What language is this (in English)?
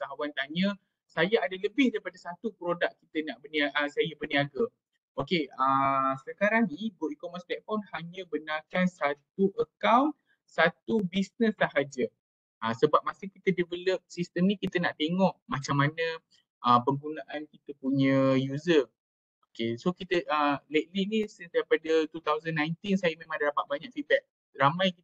Malay